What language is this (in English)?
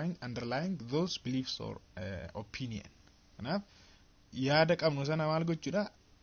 Oromo